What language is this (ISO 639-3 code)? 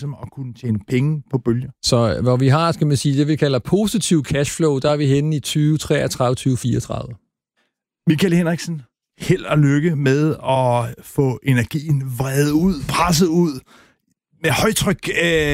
dan